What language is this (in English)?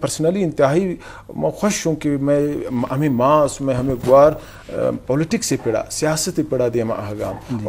Eastern Balochi